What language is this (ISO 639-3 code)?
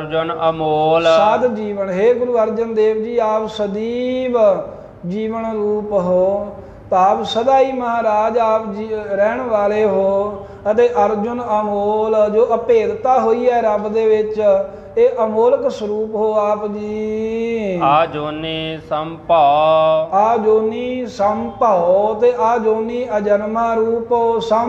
pan